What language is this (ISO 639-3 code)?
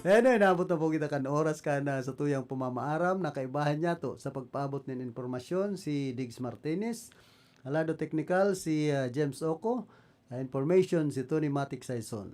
bik